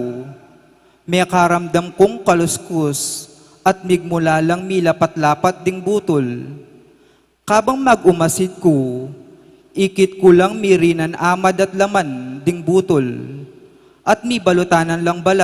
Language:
Pampanga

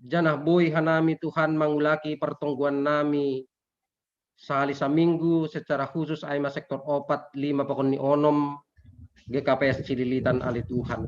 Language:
Batak Simalungun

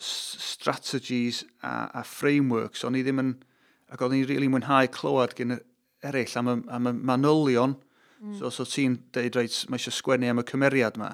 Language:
Welsh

